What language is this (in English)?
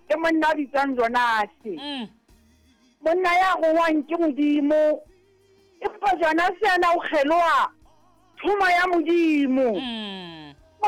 Southern Sotho